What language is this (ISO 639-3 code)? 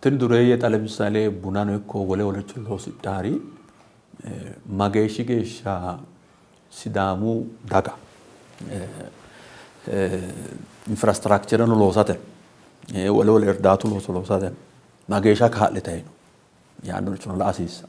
sid